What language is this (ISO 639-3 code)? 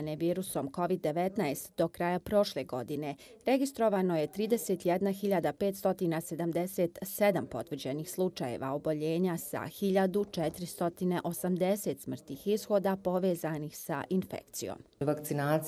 bos